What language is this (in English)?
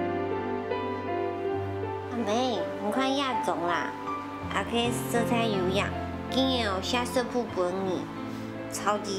Hakka Chinese